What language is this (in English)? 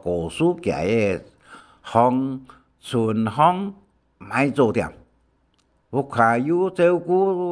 Hakka Chinese